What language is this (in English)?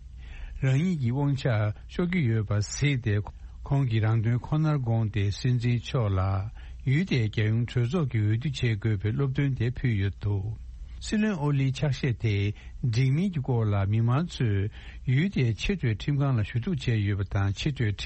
Tibetan